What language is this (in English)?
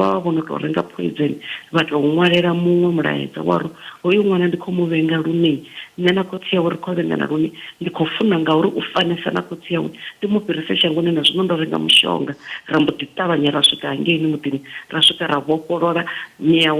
Venda